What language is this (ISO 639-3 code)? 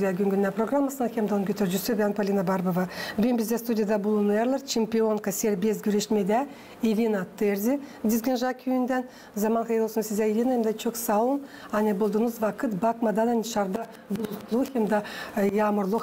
gag